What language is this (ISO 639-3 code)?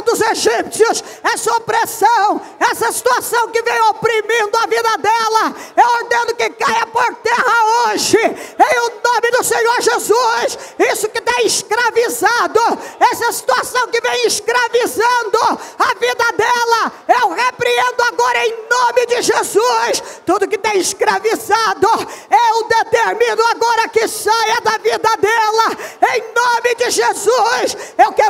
por